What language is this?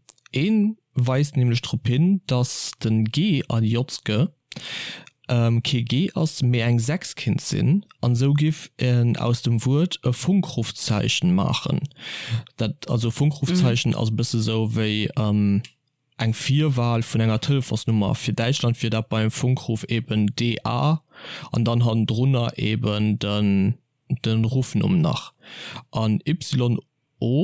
Luxembourgish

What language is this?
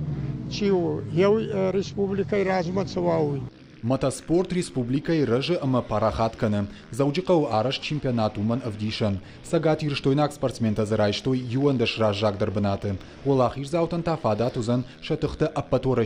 Ossetic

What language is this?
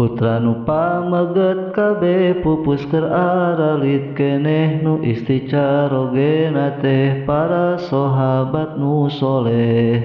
Sundanese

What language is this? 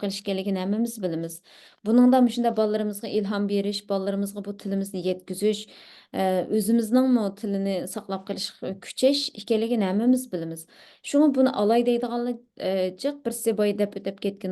Uyghur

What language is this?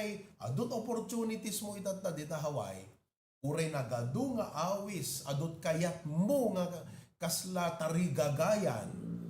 Iloko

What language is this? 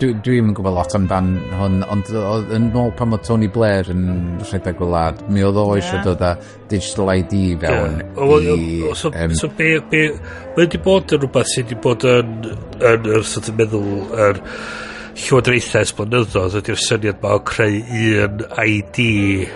Welsh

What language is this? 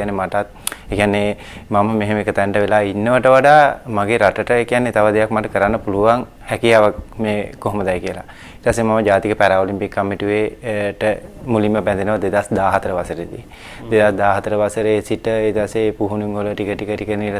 Sinhala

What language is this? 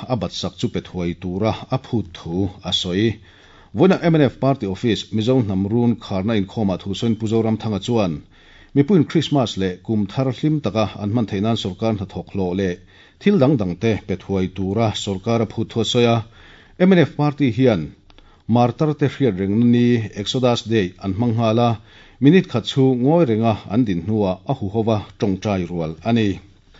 Mizo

